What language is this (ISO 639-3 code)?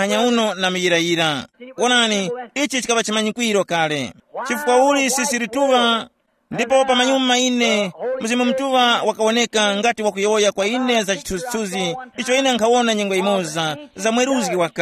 tum